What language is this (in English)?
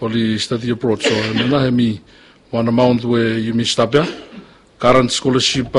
Bislama